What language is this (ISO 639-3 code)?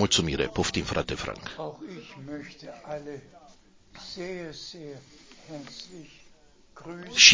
ron